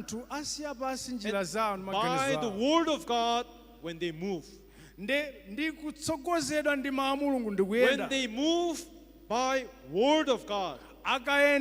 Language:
Nyanja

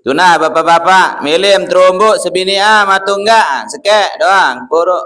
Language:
Sasak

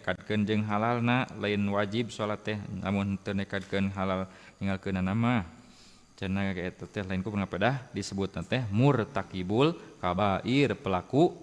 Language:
Sundanese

